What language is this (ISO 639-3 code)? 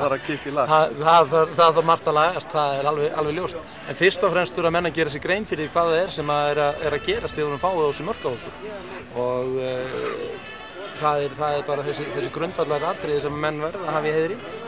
isl